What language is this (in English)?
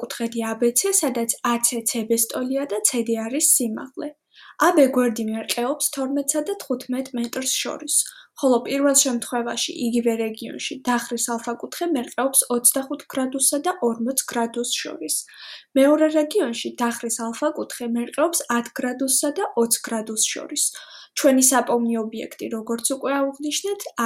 Georgian